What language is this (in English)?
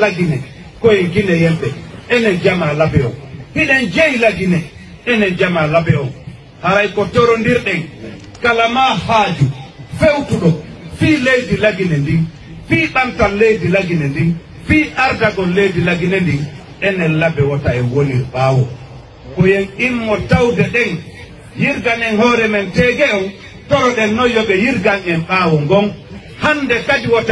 Fula